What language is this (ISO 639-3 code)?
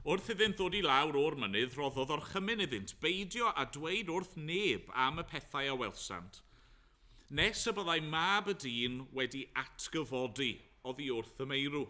cym